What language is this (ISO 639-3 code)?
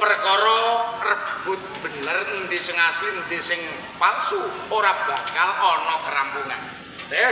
jav